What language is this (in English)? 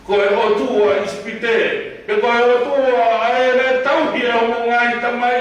Tongan